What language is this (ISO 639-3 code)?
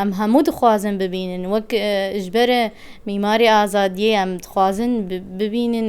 kur